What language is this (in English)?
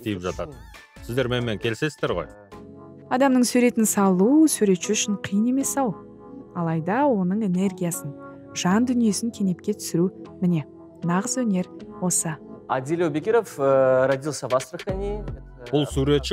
Kazakh